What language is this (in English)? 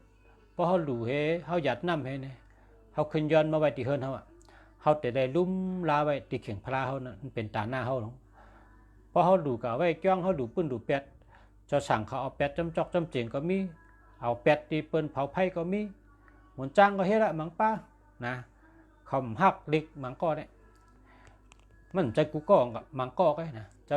Shan